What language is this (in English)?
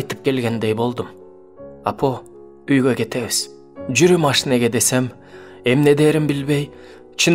Kyrgyz